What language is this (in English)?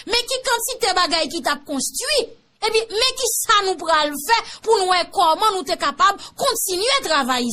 Haitian Creole